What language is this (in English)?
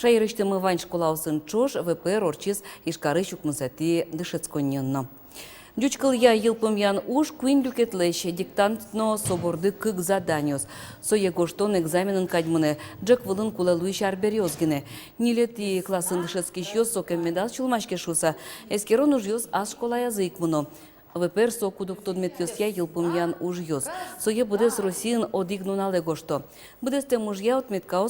Udmurt